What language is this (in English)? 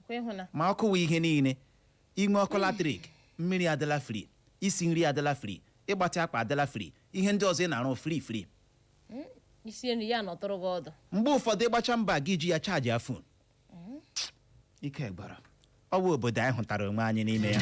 Igbo